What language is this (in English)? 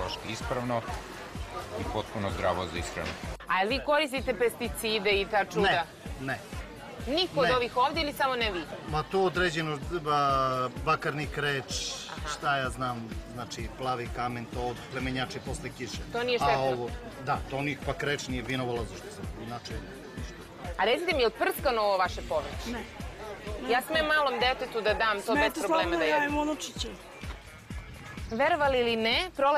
Serbian